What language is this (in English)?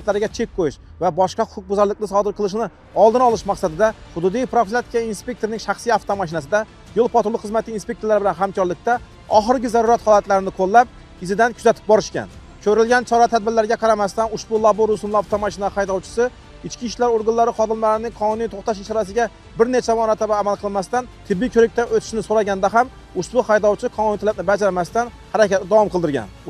Uzbek